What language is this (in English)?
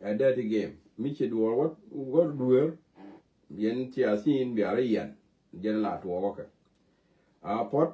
Nuer